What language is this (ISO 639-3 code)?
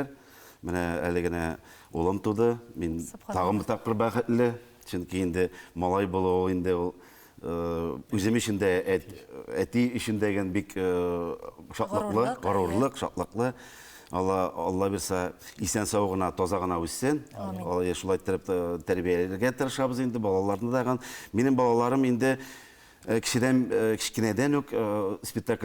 tat